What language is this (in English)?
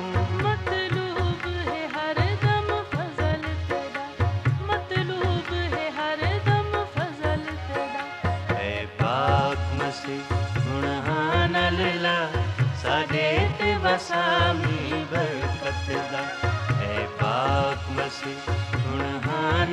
Saraiki